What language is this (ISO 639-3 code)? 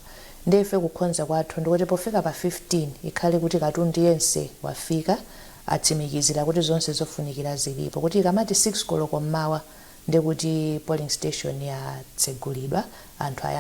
nya